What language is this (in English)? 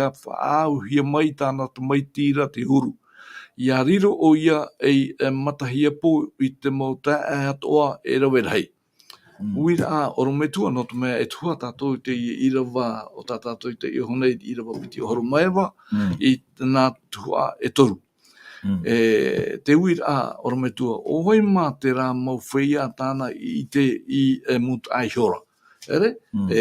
Tahitian